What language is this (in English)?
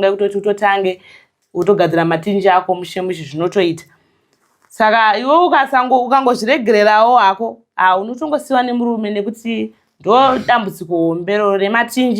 Shona